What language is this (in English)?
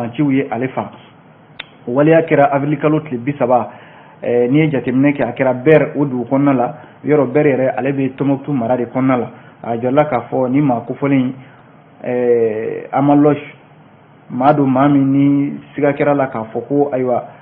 Bambara